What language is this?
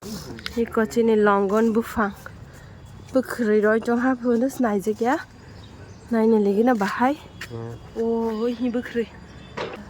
Kok Borok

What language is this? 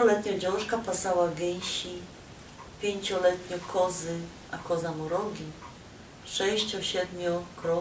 Silesian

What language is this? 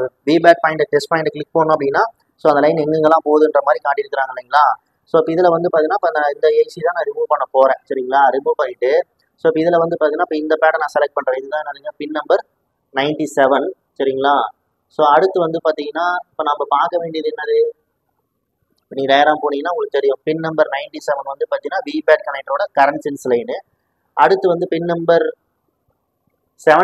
Tamil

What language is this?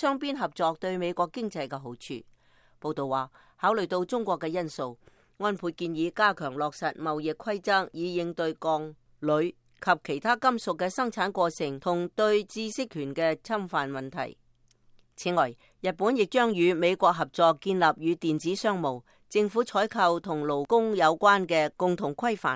Cantonese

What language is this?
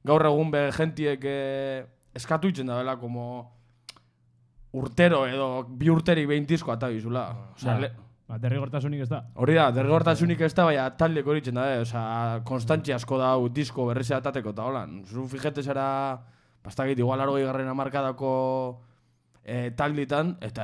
Basque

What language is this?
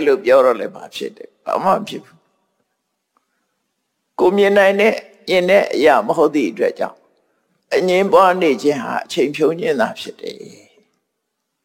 Burmese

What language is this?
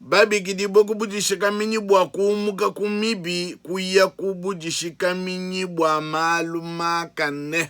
Luba-Lulua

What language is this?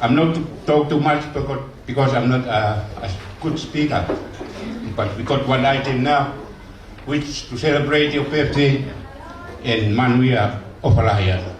Tongan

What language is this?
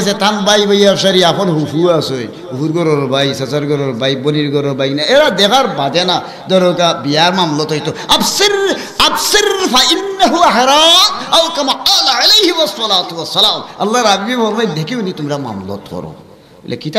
Sylheti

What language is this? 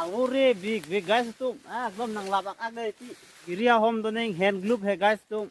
Karbi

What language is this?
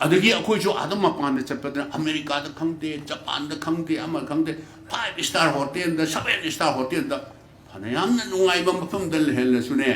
Manipuri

